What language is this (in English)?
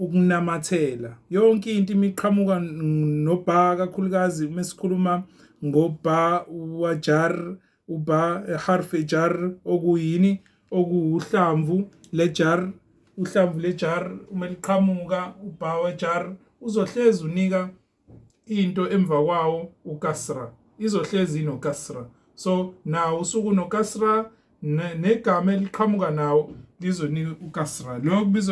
Zulu